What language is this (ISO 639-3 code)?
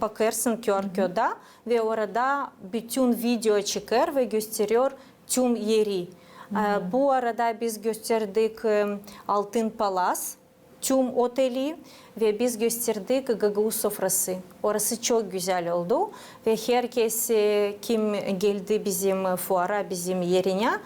gag